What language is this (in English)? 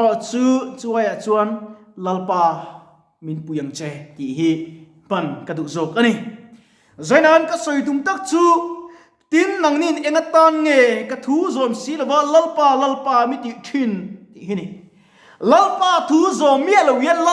Mizo